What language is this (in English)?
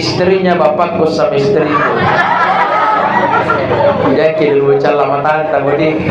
Indonesian